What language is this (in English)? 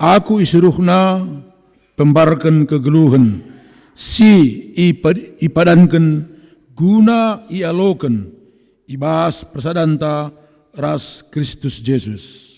Batak Karo